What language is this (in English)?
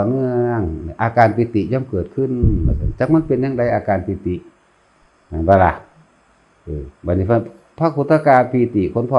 Northeastern Thai